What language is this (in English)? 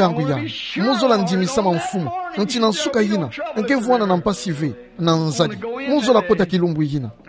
Kituba (Democratic Republic of Congo)